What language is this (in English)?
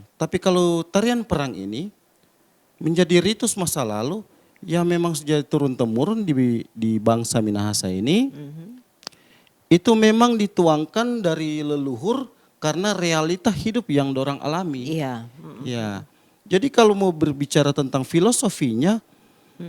Manado Malay